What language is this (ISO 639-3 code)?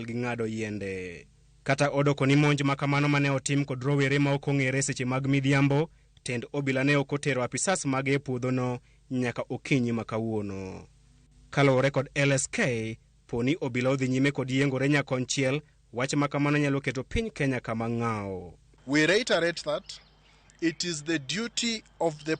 luo